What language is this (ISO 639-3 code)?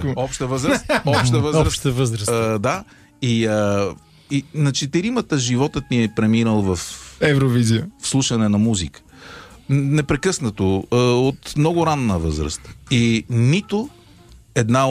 bul